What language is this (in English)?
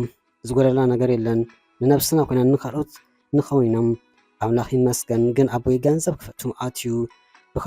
Tigrinya